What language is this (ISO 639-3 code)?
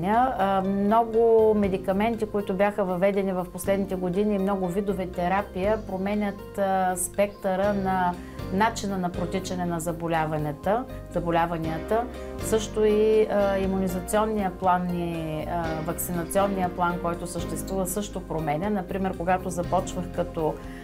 bul